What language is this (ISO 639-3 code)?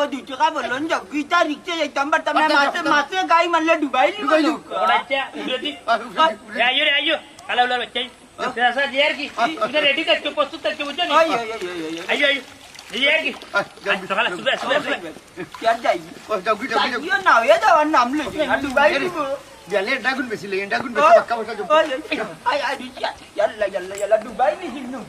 syl